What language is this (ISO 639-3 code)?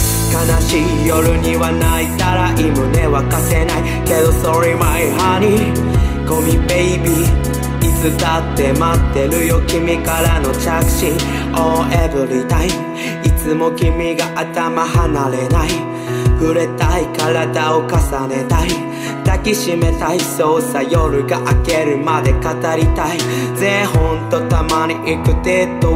jpn